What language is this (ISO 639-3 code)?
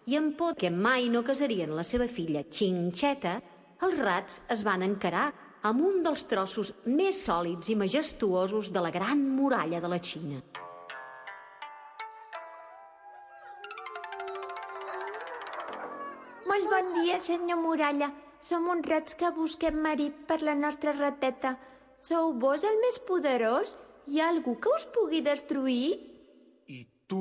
cat